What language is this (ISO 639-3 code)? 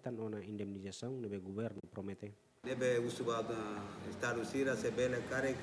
tet